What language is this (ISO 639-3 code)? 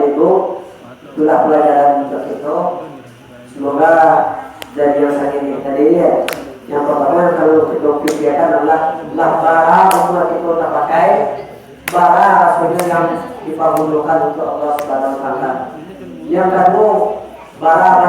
min